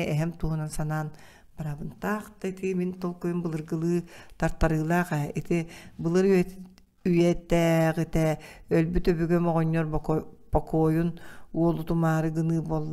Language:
Yakut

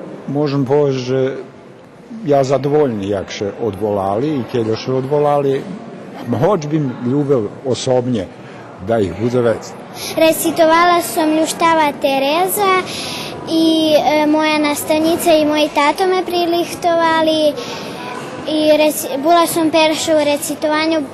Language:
Rusyn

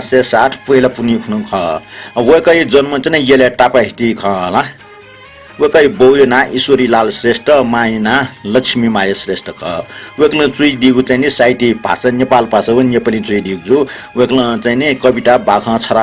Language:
Newari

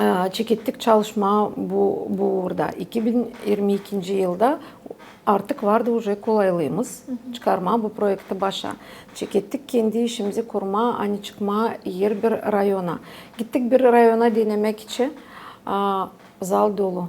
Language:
Gagauz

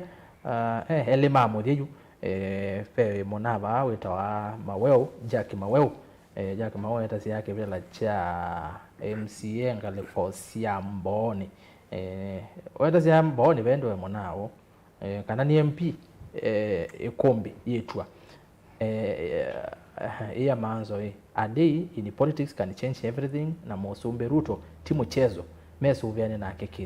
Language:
Kamba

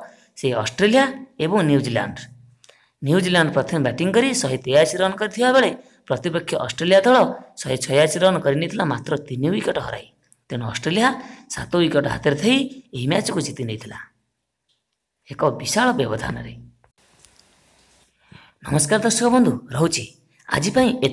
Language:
Odia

